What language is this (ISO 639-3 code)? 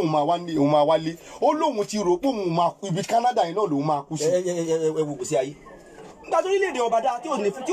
yor